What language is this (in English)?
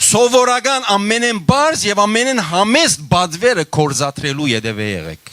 Western Armenian